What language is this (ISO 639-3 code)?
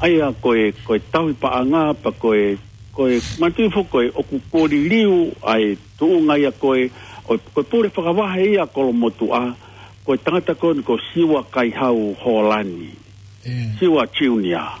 ton